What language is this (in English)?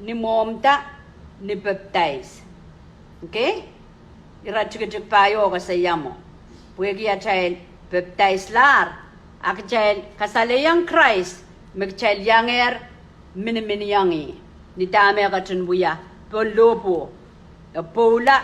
Pohnpeian